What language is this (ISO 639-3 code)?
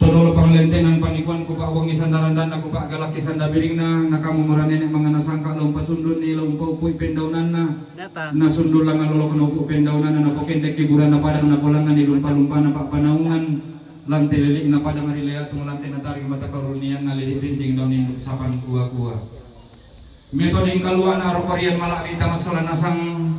sda